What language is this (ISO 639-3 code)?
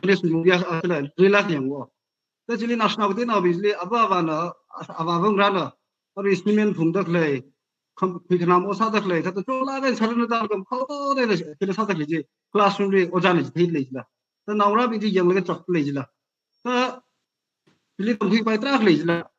nmf